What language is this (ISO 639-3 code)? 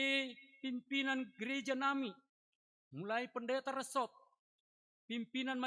bts